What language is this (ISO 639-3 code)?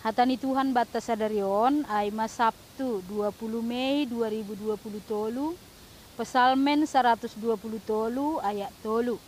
bts